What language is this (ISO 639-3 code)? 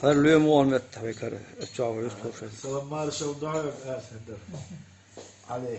che